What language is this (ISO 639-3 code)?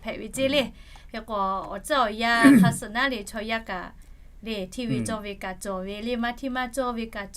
lhu